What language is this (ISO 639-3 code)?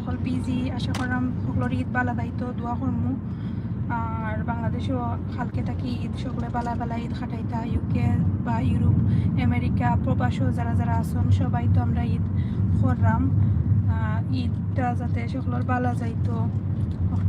syl